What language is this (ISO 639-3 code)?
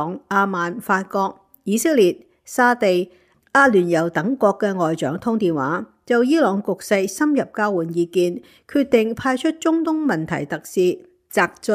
yue